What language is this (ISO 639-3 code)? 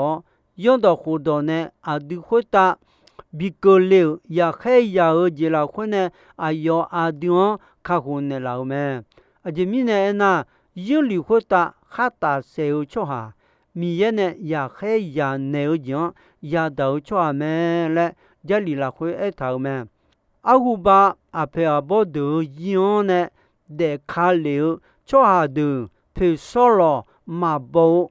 ahk